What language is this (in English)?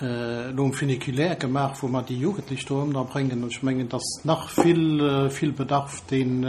Luxembourgish